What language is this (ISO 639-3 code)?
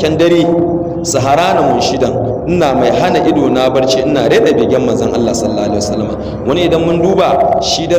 hau